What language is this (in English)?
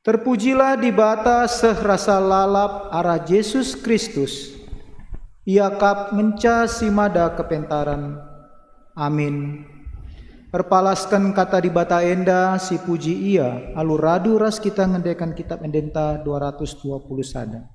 Batak Karo